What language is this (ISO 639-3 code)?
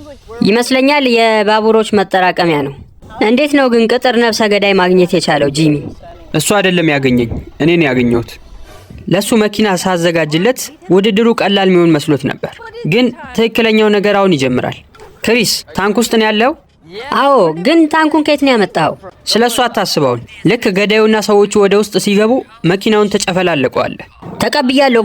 amh